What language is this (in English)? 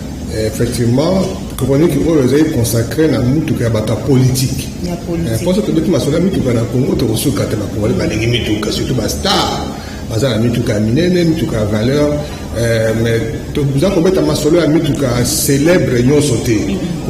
Lingala